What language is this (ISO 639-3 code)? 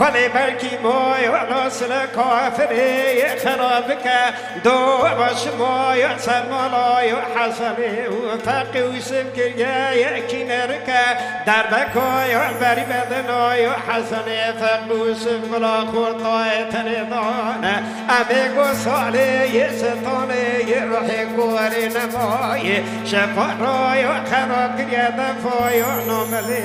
kur